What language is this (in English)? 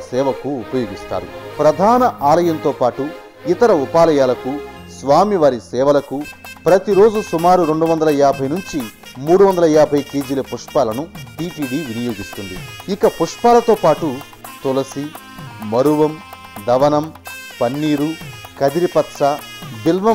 Telugu